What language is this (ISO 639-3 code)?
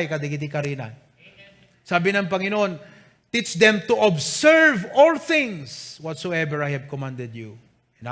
ilo